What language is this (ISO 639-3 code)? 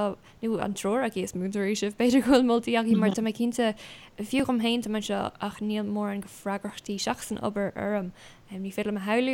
gle